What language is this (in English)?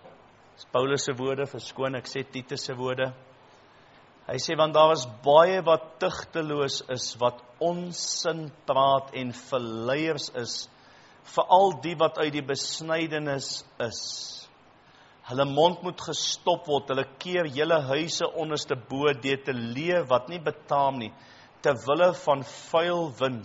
Afrikaans